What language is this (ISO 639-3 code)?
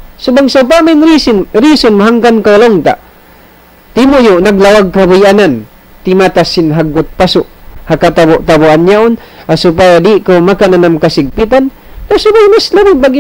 tsg